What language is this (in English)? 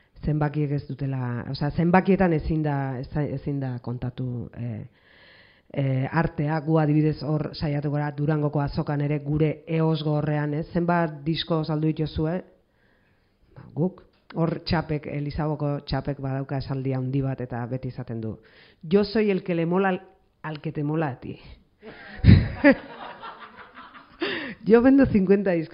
Basque